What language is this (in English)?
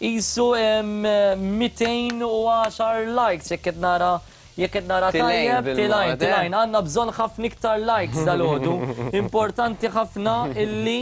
Maltese